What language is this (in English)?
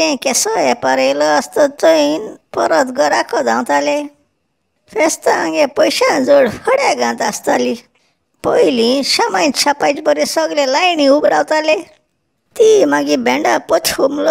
Konkani